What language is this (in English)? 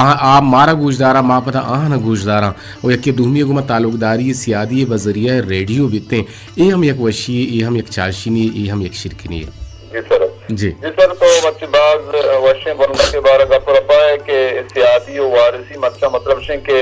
Eastern Balochi